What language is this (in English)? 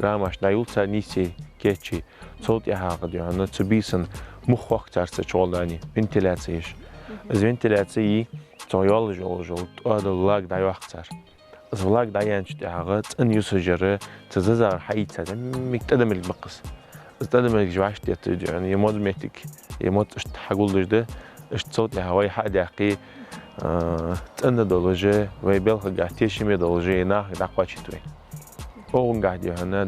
Ingush